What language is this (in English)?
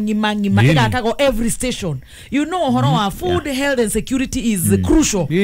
Kikuyu